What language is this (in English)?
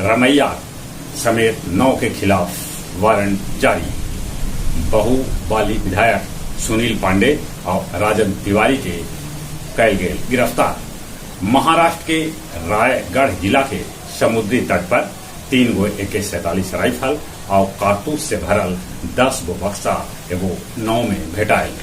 Magahi